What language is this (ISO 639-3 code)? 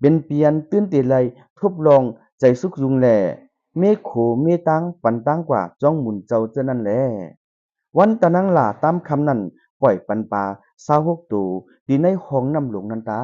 shn